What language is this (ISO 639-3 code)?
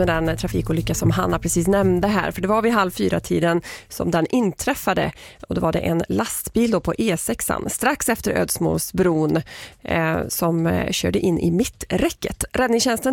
swe